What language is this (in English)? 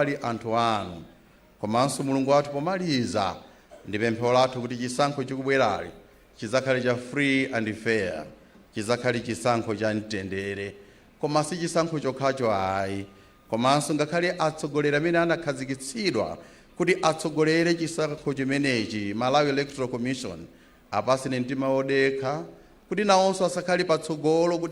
Nyanja